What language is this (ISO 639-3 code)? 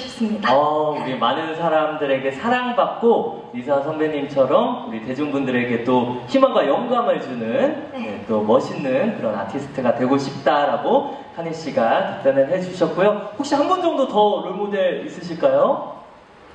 kor